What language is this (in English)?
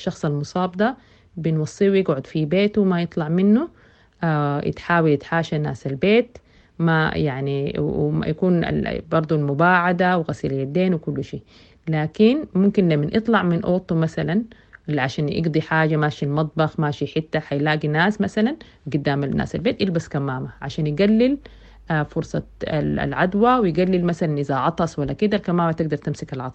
Sudanese Arabic